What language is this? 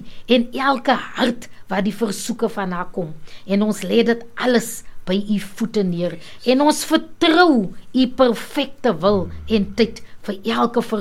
Afrikaans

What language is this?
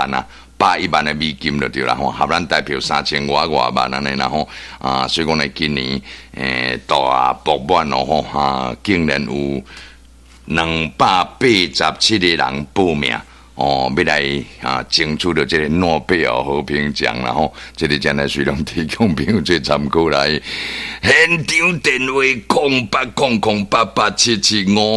Min Nan Chinese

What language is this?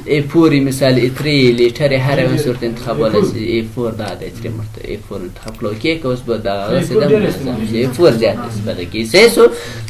Pashto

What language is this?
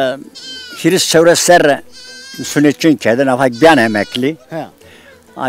Zaza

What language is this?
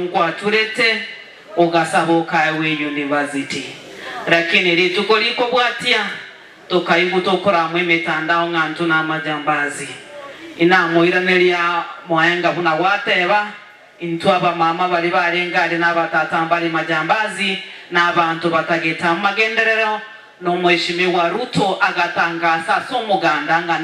Gusii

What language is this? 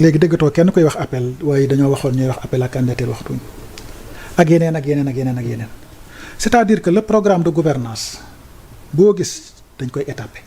Wolof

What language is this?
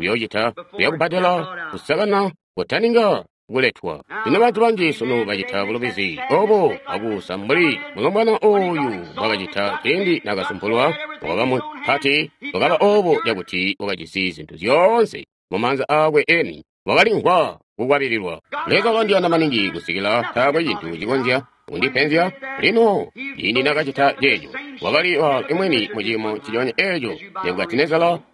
Tonga (Zambia)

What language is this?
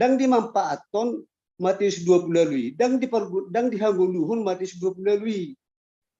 Batak Toba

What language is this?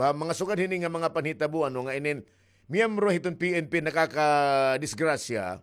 Waray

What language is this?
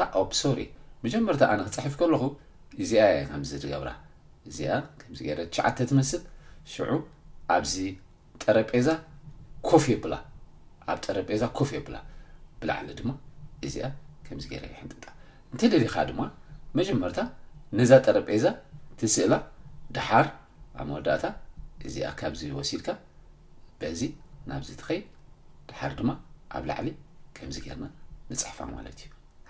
Tigrinya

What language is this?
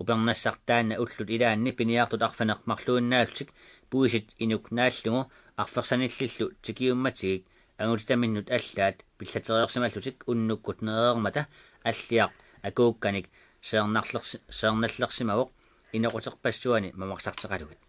Kalaallisut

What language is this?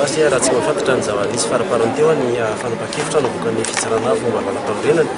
Malagasy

